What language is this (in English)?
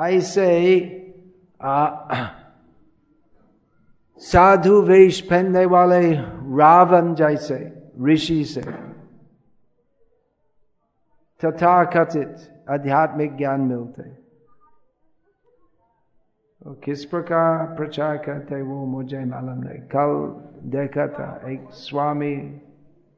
Hindi